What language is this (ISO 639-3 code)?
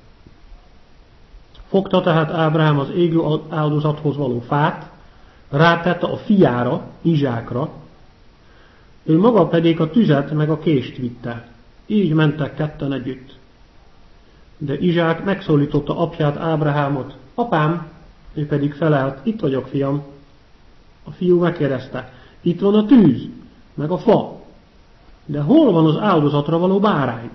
hun